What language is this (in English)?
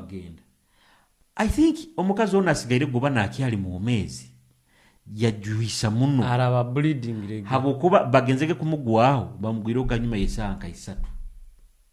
Nyoro